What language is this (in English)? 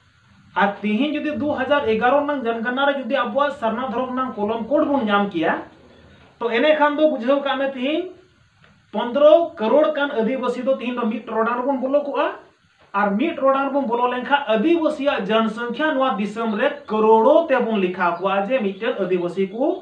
Santali